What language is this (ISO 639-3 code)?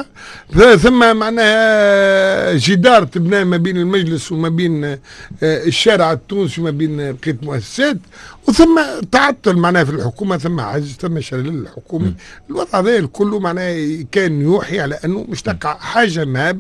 aeb